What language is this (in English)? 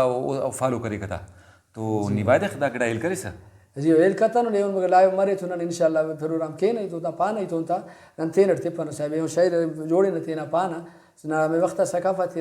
Brahui